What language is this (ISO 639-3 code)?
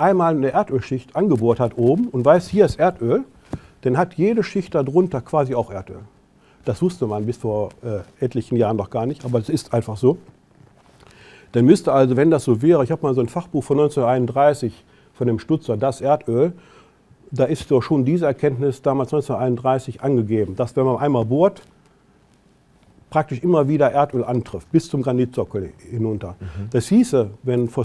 deu